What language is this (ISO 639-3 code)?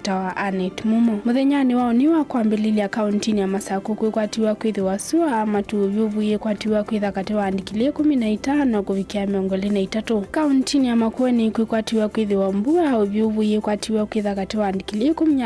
kam